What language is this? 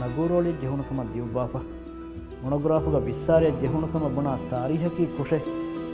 Divehi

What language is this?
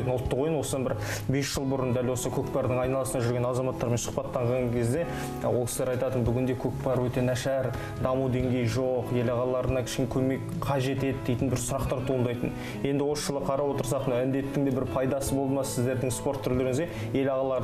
Kazakh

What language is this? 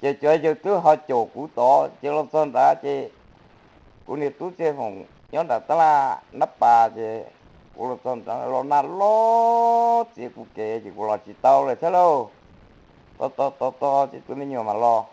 Hmong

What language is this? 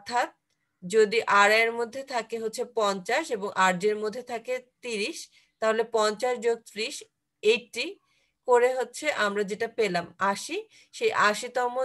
Bangla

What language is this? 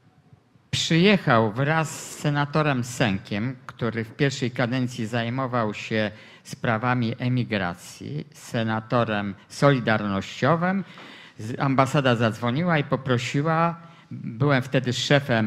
Polish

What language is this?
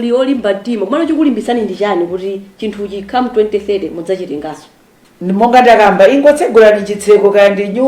Nyanja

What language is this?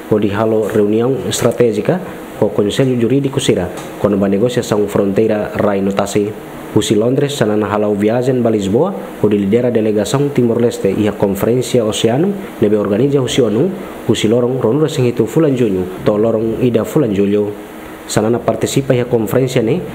Tetum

